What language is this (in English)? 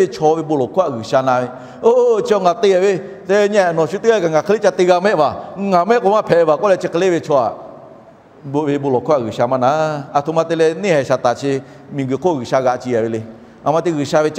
Lahu